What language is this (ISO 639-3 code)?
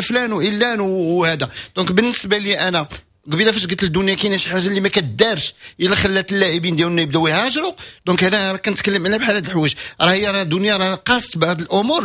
ary